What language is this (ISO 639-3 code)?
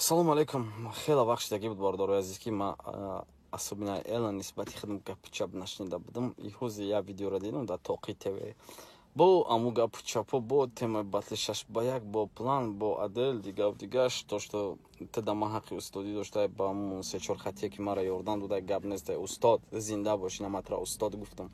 tgk